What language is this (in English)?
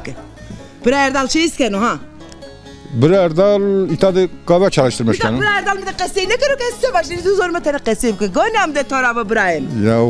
Zaza